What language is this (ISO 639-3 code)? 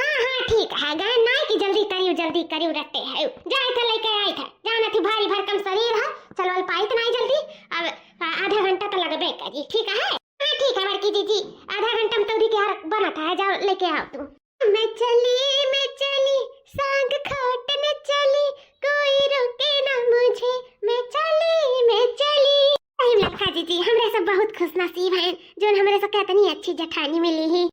awa